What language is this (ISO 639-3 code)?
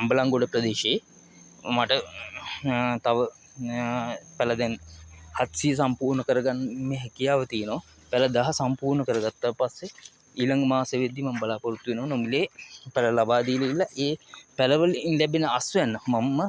sin